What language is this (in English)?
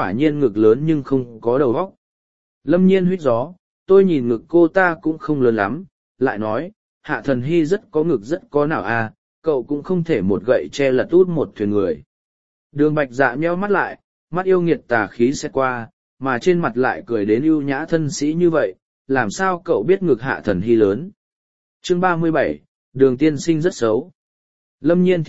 Vietnamese